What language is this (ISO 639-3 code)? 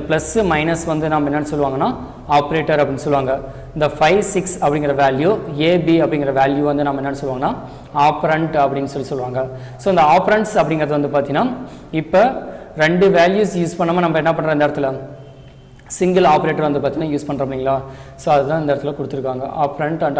tam